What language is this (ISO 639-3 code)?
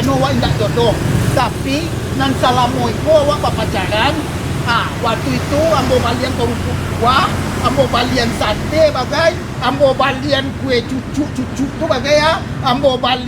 min